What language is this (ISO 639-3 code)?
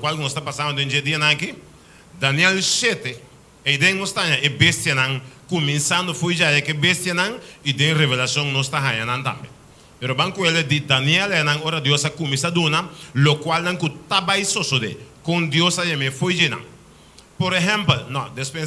pap